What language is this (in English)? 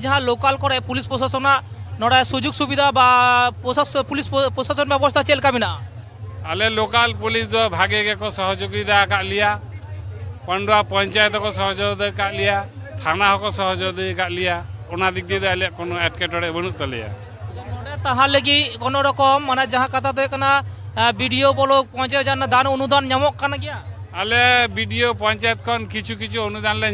Santali